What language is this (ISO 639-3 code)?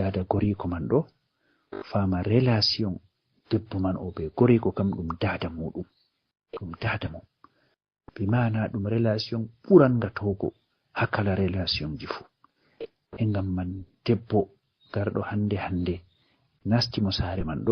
ful